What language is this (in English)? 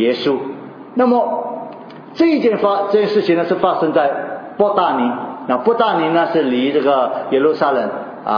Chinese